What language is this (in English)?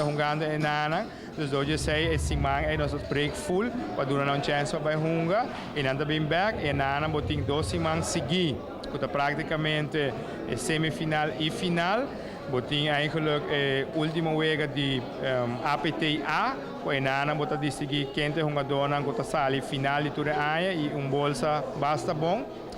Papiamento